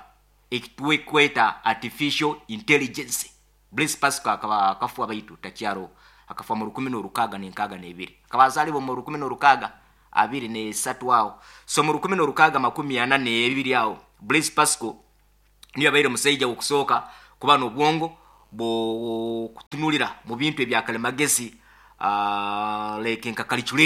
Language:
Nyoro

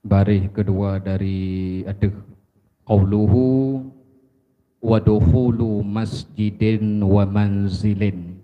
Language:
Achinese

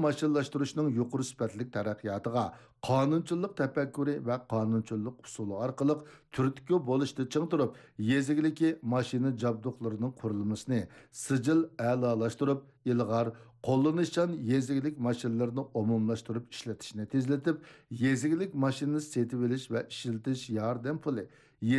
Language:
Uyghur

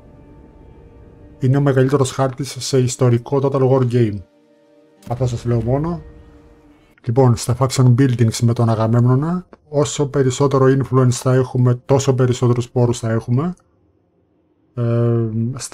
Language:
Greek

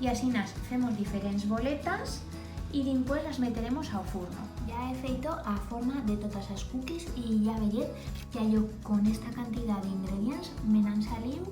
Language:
Aragonese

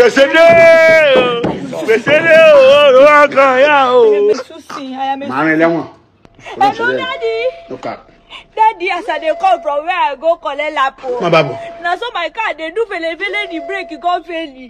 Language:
Nigerian Pidgin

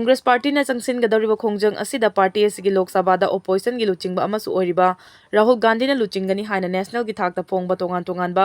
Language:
Manipuri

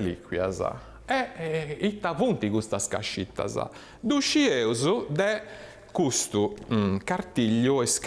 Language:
Sardinian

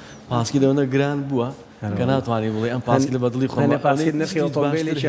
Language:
Central Kurdish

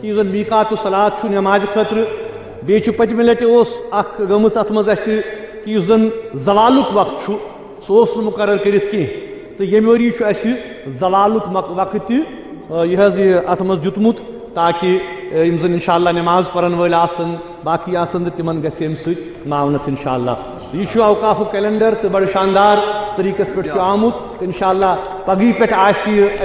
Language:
Kashmiri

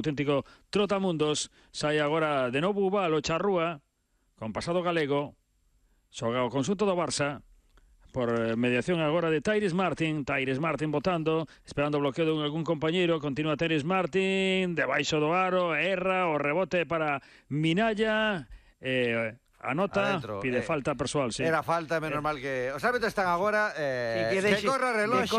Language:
Galician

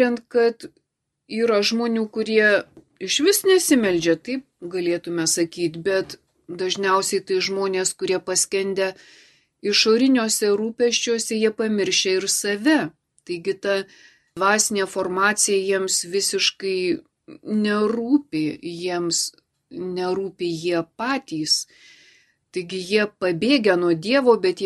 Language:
Lithuanian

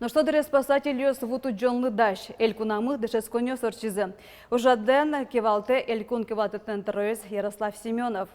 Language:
Udmurt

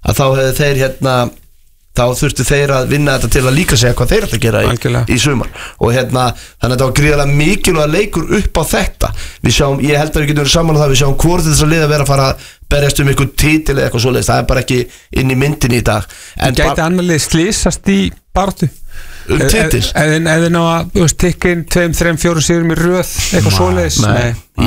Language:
Icelandic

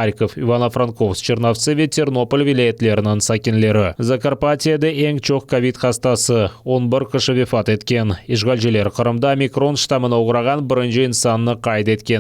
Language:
Crimean Tatar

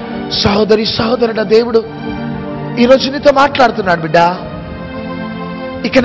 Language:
Telugu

